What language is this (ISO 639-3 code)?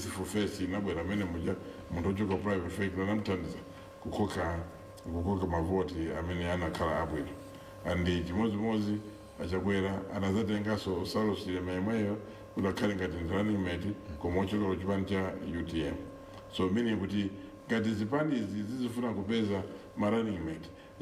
nya